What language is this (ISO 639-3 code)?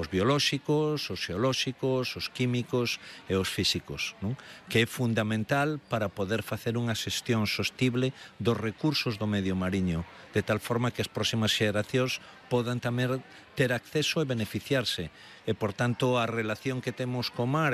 glg